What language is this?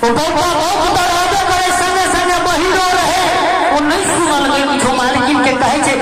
Maithili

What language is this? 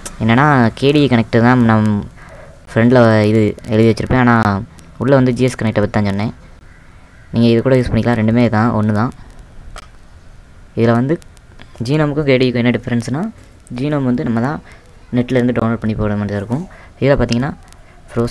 Tamil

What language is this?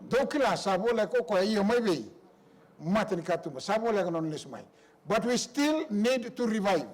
Fijian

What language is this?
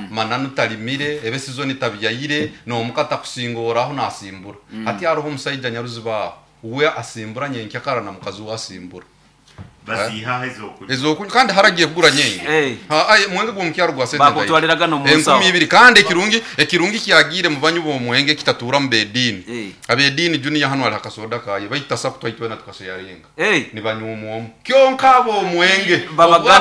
Nyankole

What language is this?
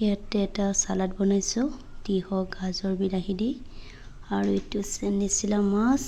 Assamese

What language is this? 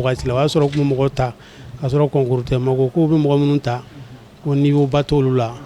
Bambara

